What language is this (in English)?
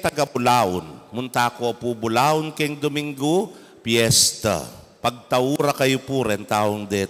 Pampanga